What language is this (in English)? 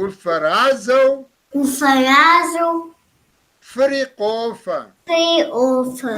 Kabardian